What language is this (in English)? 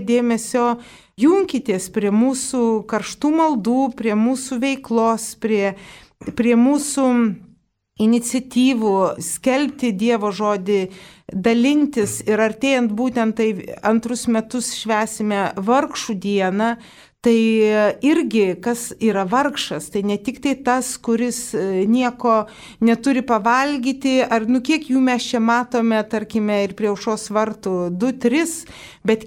Lithuanian